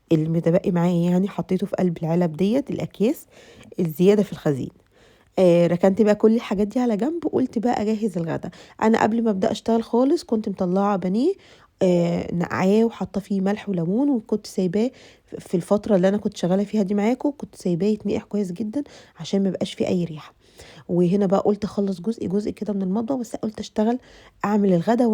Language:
Egyptian Arabic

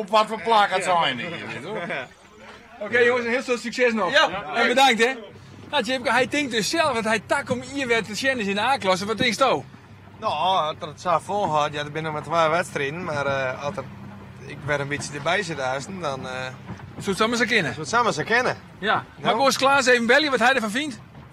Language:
Western Frisian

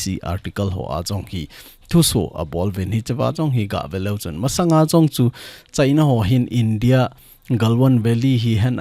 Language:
Thado Chin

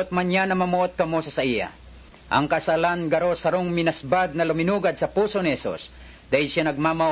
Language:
Bikol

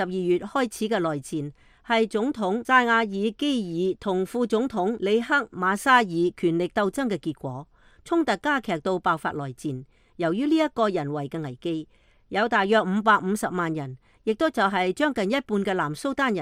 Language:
Cantonese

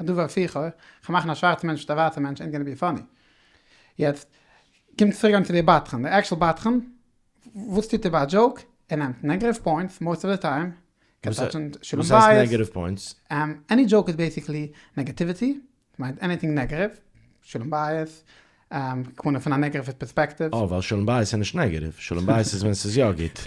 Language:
Yiddish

